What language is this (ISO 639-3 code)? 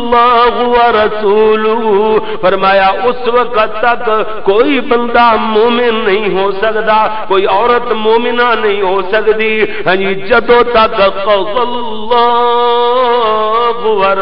lah